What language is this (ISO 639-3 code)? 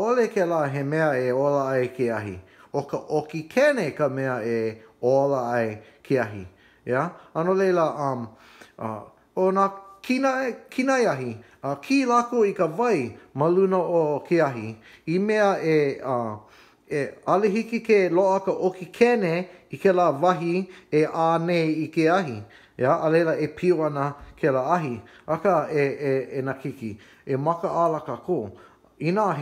haw